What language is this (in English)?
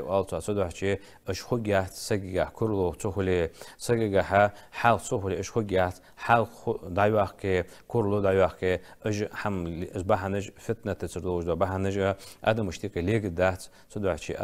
Ingush